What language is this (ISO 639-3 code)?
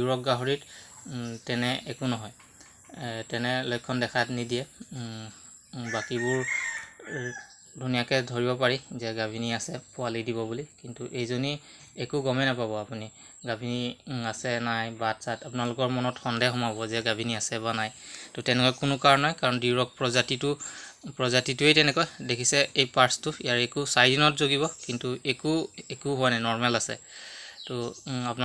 asm